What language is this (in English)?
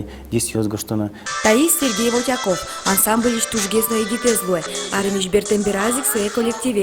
Udmurt